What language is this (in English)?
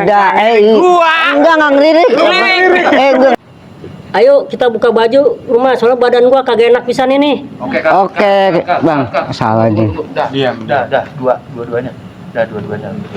Betawi